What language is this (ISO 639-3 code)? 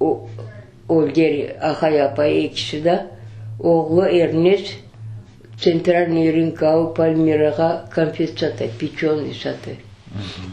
crh